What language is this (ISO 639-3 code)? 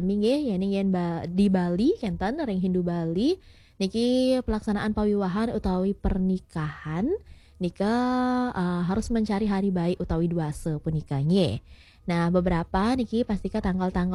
ban